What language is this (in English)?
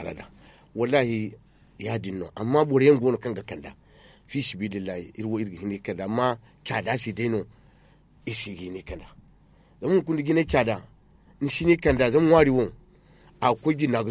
Zarma